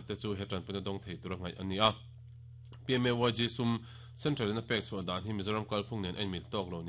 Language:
Mizo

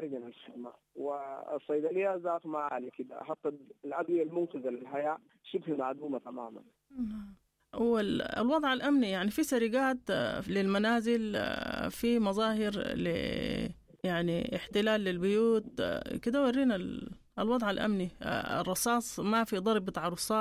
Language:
Sudanese Arabic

